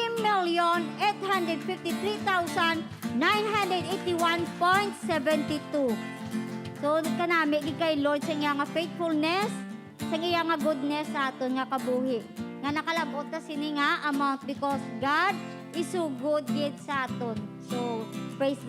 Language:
Hiligaynon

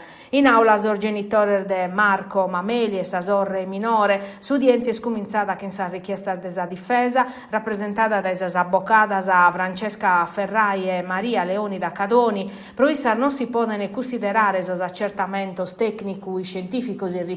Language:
Sardinian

